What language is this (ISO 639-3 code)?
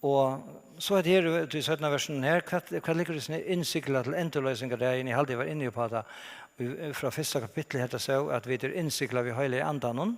fao